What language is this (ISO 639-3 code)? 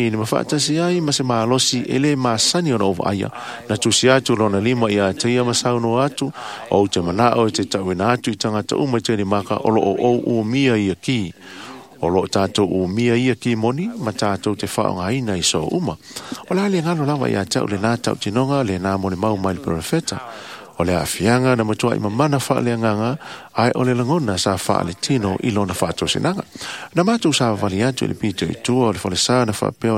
smo